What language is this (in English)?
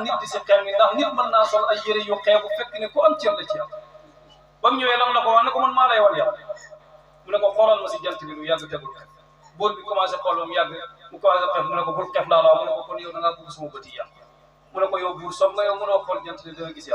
Wolof